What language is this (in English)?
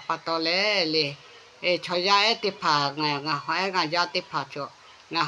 Lahu